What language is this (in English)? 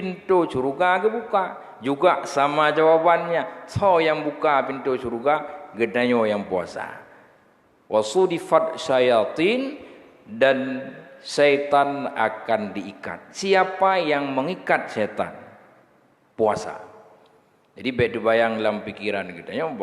Achinese